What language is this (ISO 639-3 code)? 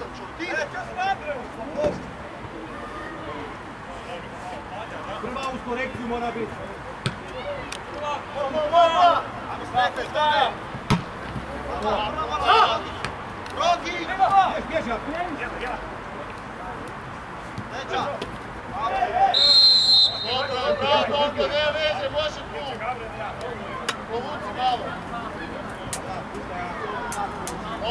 hrv